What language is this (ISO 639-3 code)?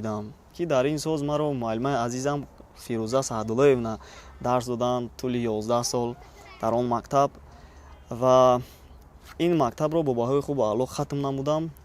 tgk